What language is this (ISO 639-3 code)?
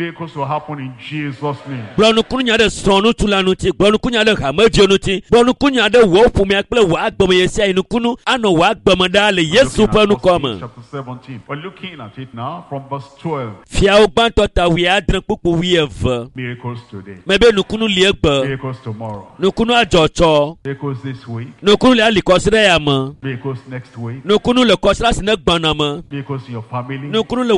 ewe